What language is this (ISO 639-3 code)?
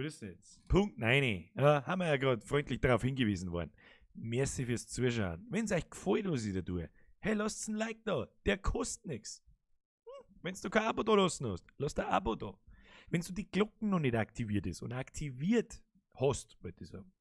bar